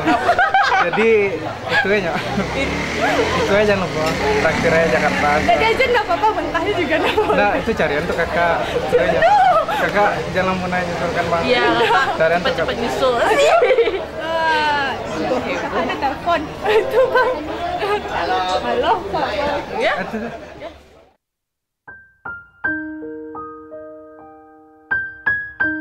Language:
Indonesian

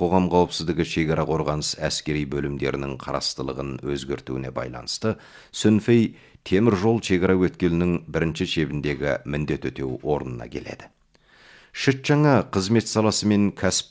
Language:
Kazakh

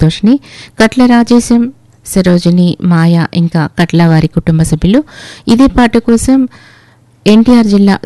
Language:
Telugu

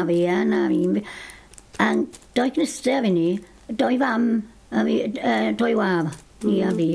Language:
Welsh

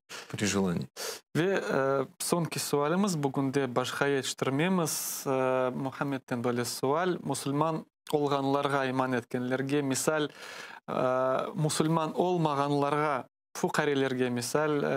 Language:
Crimean Tatar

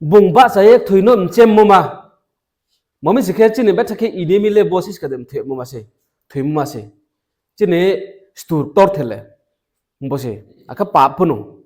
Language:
Riang (India)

